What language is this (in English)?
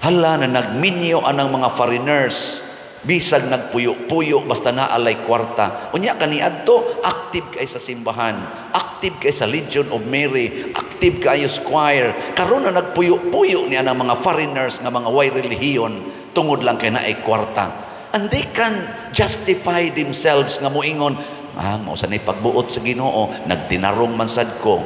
Cebuano